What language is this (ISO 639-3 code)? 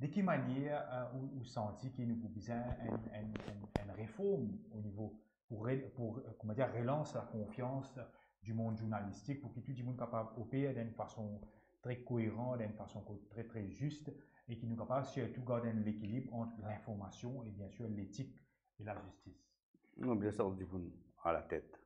mfe